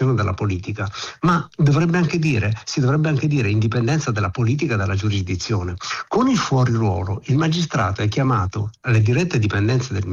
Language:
Italian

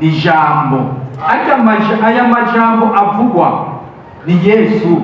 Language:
Rundi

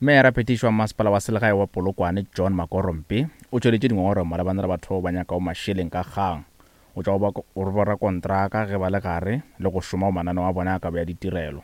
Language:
Northern Sotho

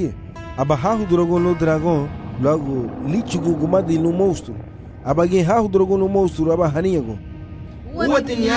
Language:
Garifuna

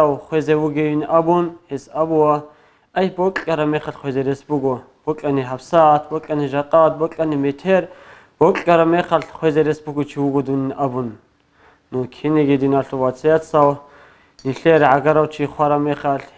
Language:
Avaric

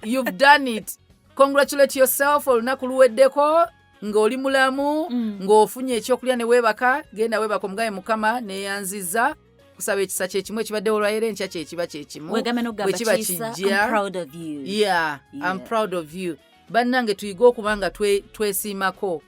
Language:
Ganda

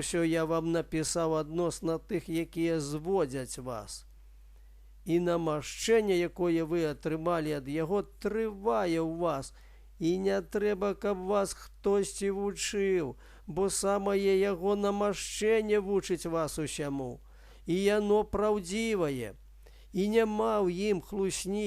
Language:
Belarusian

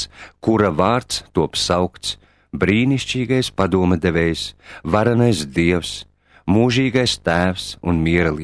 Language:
Latvian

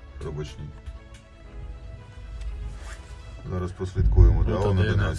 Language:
Ukrainian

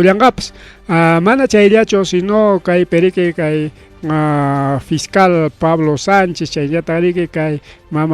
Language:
Ayacucho Quechua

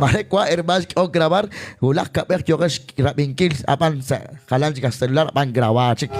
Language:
Kekchí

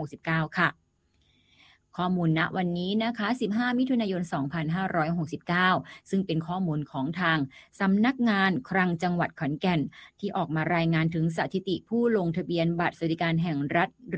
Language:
Thai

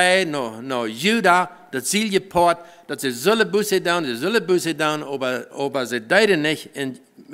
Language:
Plautdietsch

